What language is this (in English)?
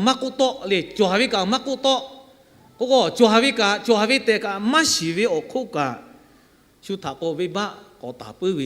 Lahu